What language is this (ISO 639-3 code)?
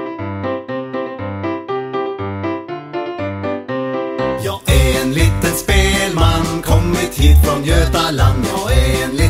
swe